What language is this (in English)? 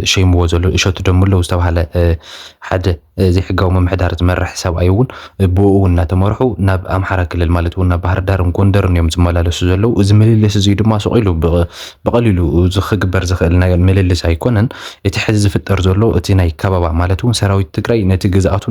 Tigrinya